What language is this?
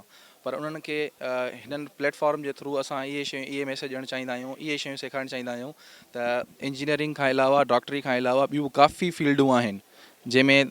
Sindhi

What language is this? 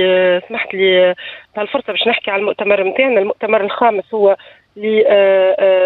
Tunisian Arabic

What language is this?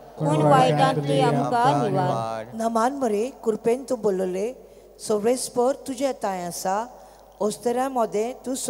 Konkani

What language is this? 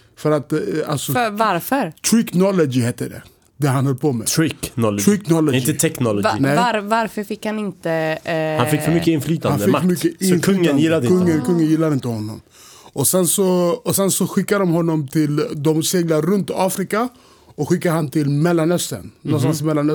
Swedish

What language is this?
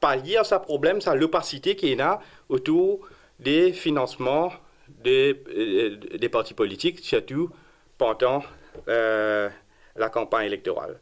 Morisyen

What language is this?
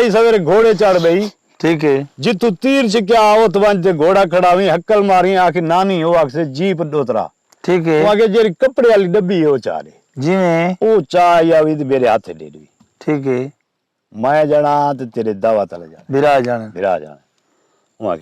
Saraiki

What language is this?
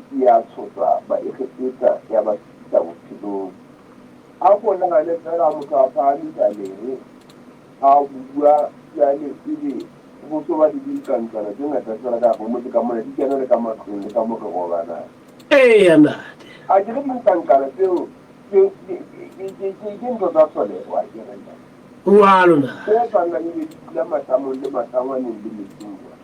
Southern Sotho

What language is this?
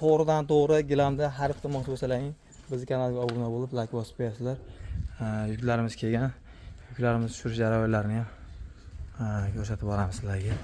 Uzbek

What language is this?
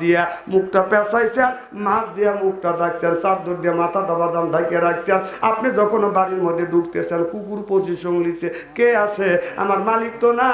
Bangla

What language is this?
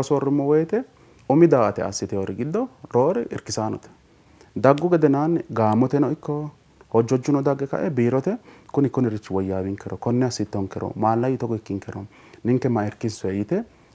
Sidamo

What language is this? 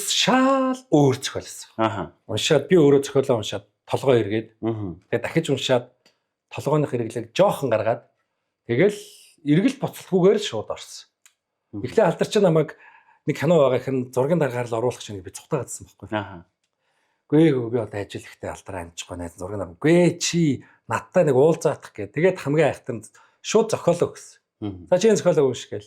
Mongolian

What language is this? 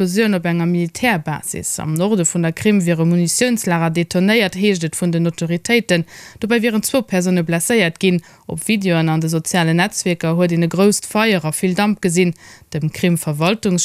Luxembourgish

